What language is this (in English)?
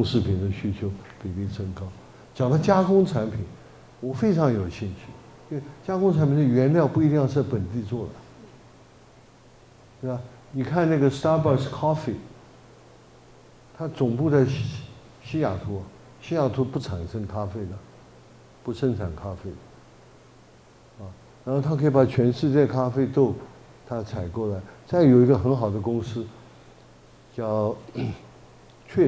Chinese